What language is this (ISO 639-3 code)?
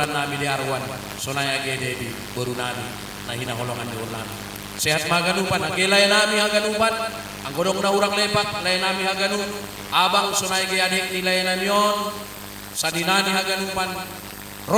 bts